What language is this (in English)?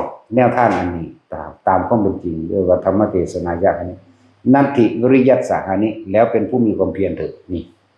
Northeastern Thai